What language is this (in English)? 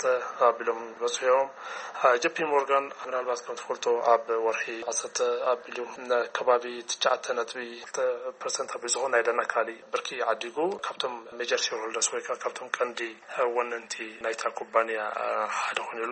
Tigrinya